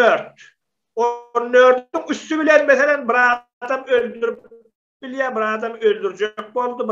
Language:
Turkmen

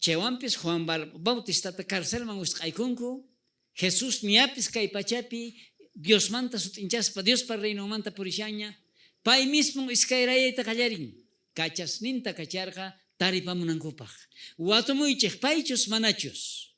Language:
South Bolivian Quechua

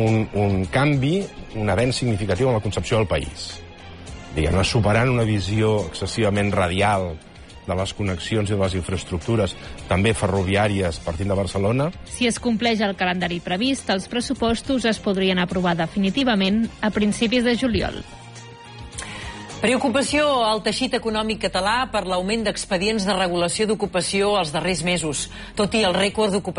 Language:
Catalan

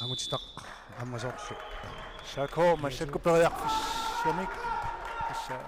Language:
Kalaallisut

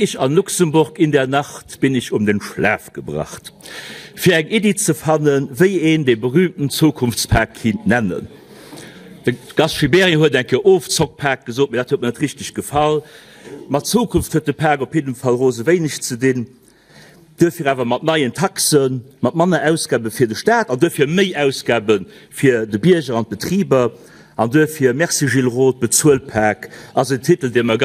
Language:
Luxembourgish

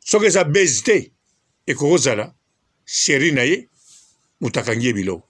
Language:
Lingala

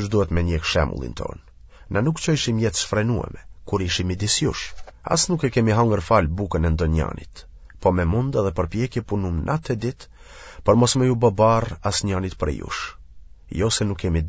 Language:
Albanian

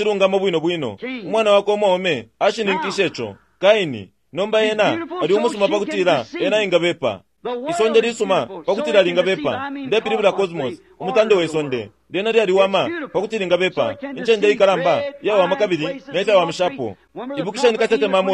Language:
Bemba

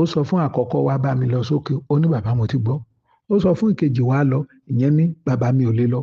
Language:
Yoruba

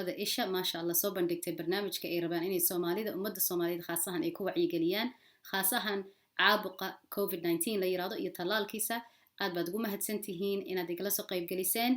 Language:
Somali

